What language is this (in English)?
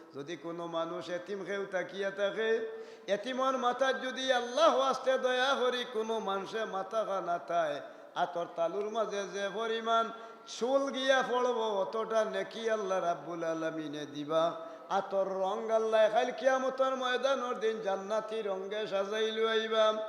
Sylheti